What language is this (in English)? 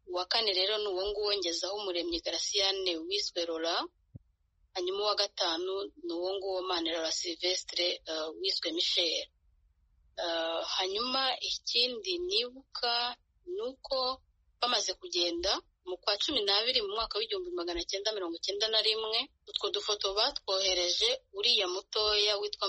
Kinyarwanda